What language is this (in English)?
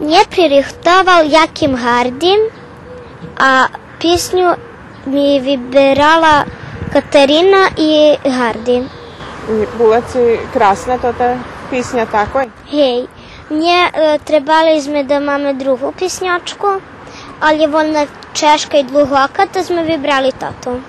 Rusyn